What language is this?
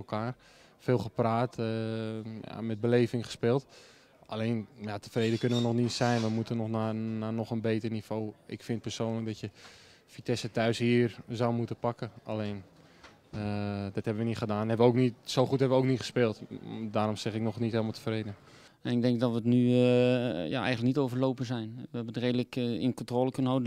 Dutch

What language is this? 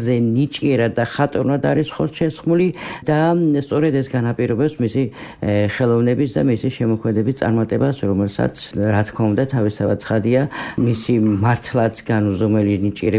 Georgian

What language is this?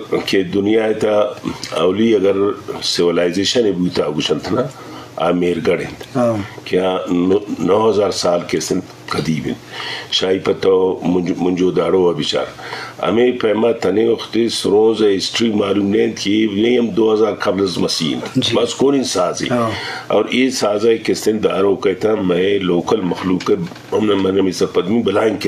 Eastern Balochi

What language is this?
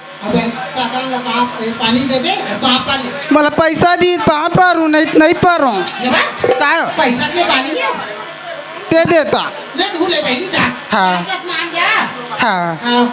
Chhattisgarhi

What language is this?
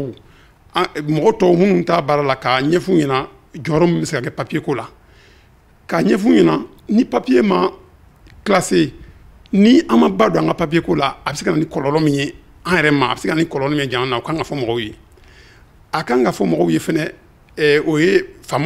Bambara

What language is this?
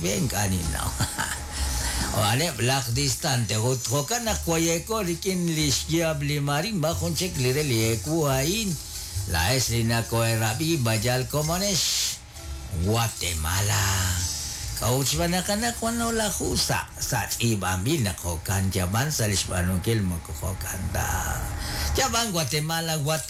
Kekchí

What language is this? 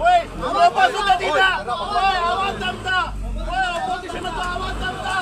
Konkani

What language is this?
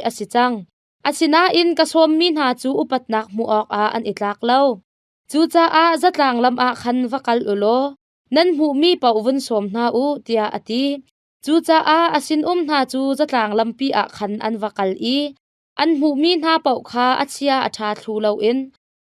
Hakha Chin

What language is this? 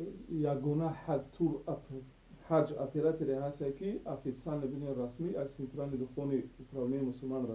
Tajik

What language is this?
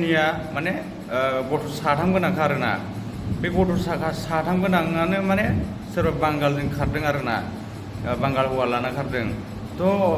Bodo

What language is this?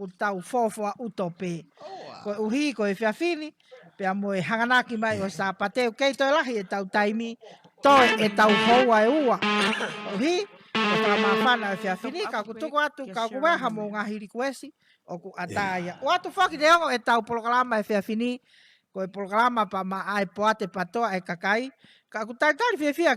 Tongan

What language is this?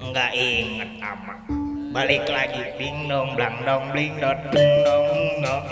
Betawi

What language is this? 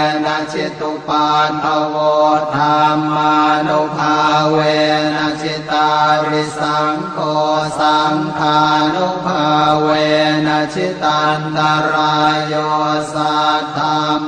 Pali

